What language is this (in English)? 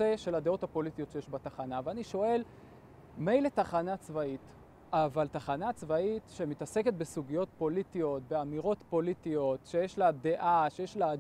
Hebrew